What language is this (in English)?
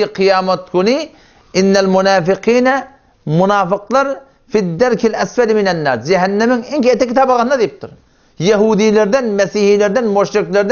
Turkmen